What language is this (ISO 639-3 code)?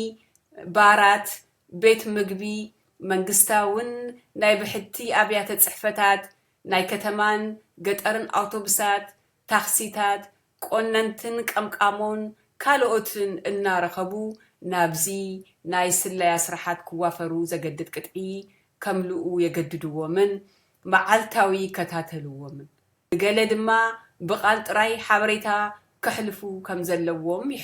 tir